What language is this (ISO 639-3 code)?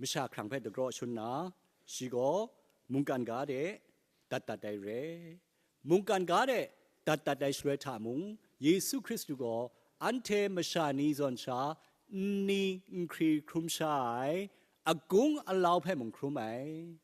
kac